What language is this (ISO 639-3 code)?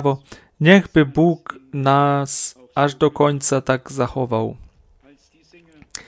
pol